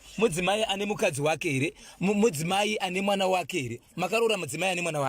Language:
Shona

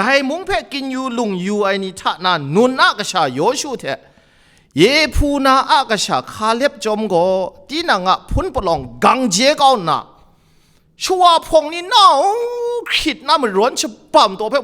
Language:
Kachin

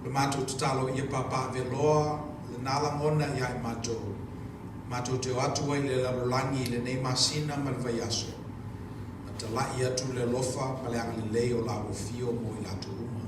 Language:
Samoan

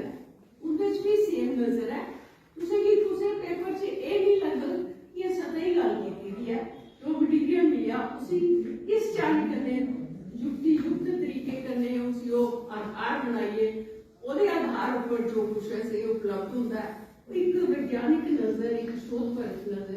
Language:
Dogri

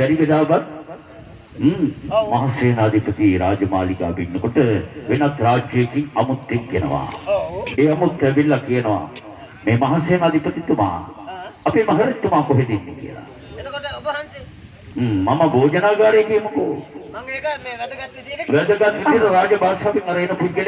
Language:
Sinhala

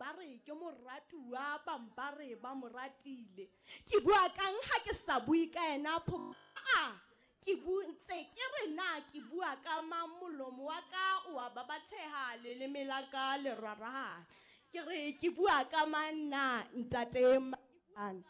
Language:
Southern Sotho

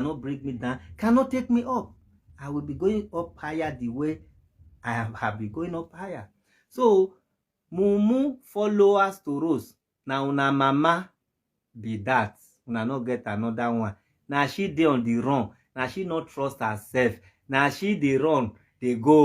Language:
Nigerian Pidgin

